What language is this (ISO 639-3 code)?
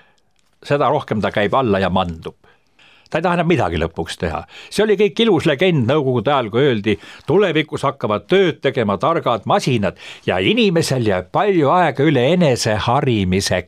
est